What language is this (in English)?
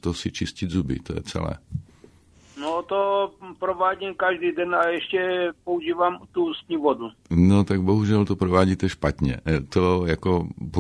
Czech